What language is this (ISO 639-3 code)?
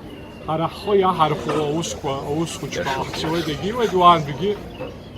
abk